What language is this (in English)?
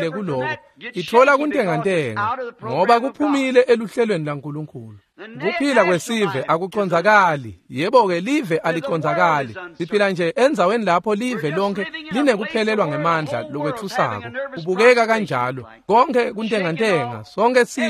Swati